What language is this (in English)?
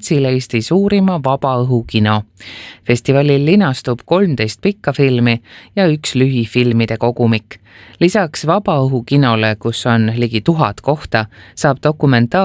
Estonian